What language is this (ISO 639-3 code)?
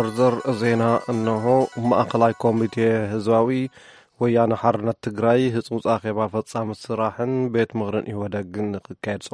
tir